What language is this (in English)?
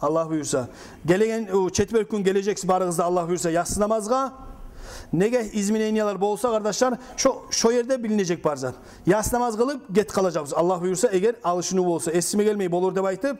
Kumyk